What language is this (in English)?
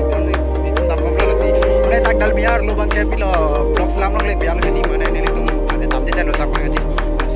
Karbi